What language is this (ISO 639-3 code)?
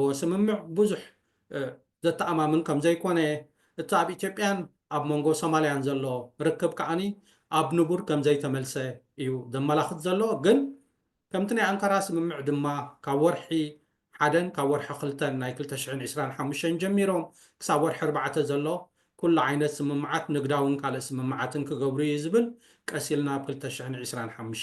tir